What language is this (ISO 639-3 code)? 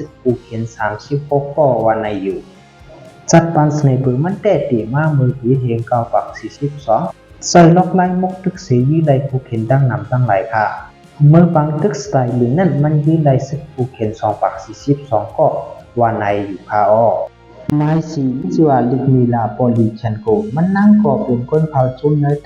shn